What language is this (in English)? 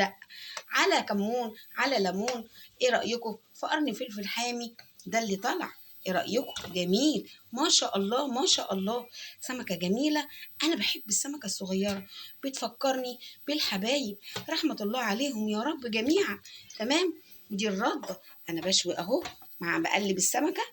Egyptian Arabic